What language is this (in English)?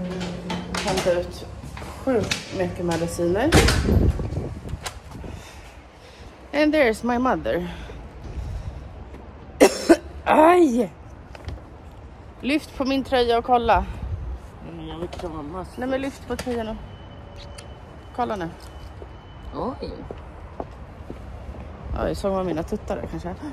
Swedish